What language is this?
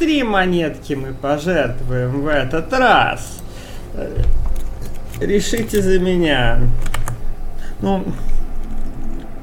Russian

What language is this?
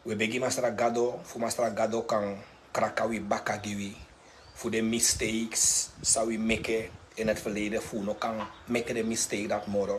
Sranan Tongo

